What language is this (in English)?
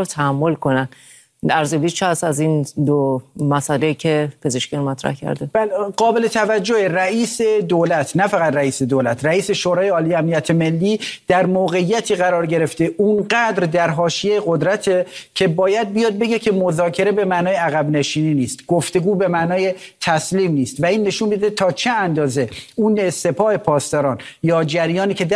Persian